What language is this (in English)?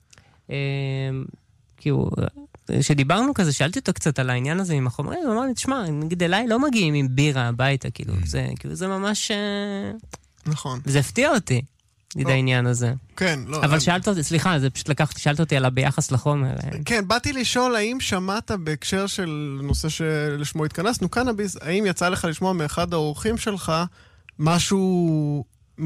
Hebrew